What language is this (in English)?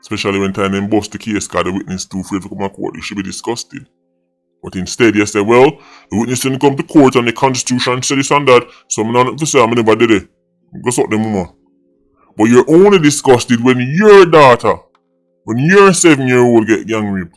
Jamaican Creole English